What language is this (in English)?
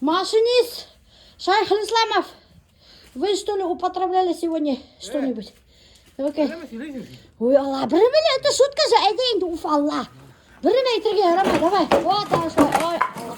Bashkir